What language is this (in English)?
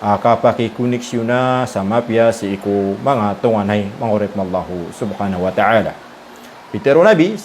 Maranao